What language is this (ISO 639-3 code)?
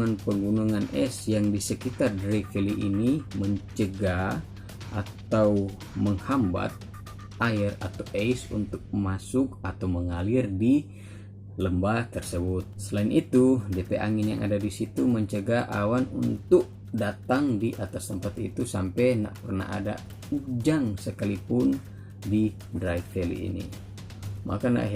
xmm